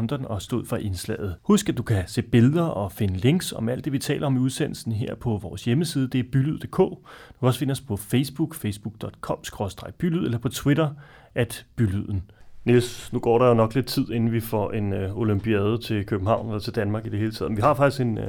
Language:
Danish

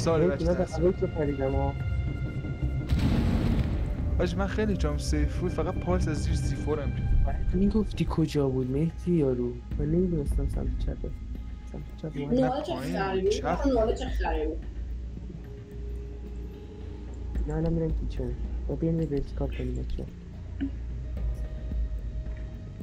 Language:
Persian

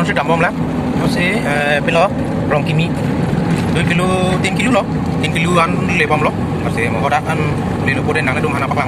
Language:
Karbi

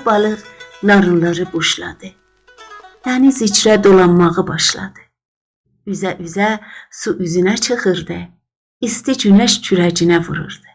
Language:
South Azerbaijani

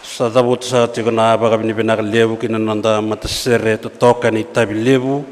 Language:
Fijian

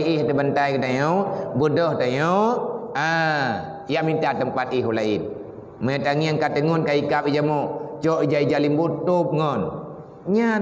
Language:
Achinese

